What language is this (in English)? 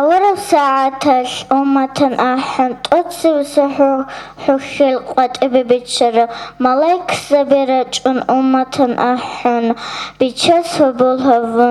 Avaric